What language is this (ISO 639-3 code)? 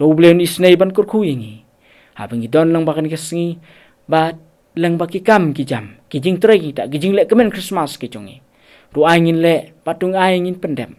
kha